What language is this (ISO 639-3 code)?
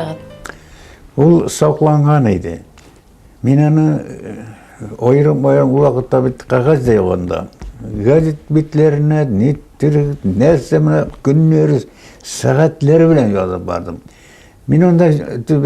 bak